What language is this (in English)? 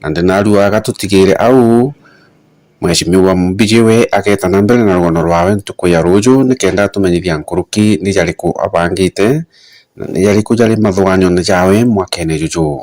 Meru